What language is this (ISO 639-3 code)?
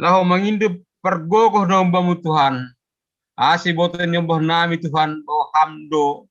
bts